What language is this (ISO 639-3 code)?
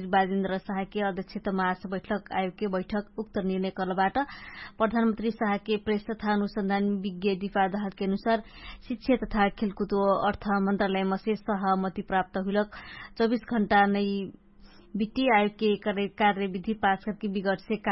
thl